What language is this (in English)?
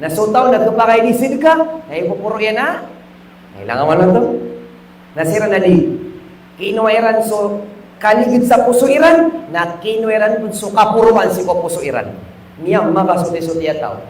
Maranao